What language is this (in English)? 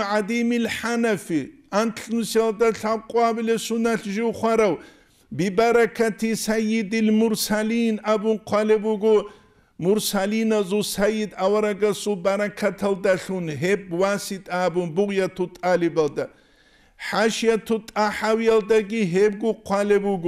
Avaric